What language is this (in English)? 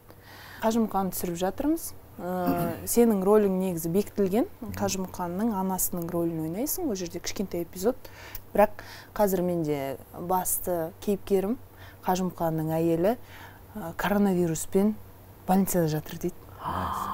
Kazakh